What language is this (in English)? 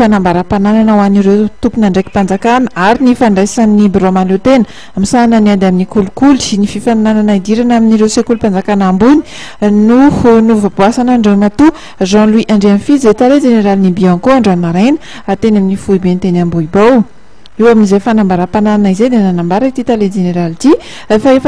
Malagasy